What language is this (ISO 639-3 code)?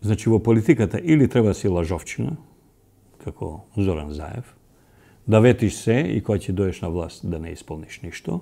mkd